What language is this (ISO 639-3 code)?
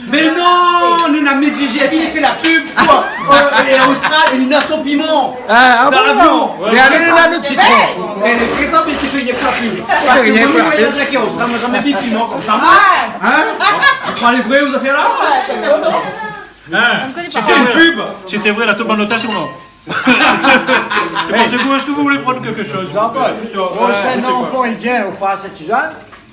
rcf